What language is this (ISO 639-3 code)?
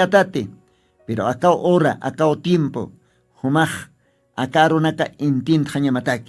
aym